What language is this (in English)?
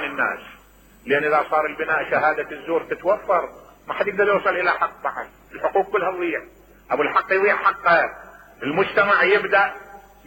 Mesopotamian Arabic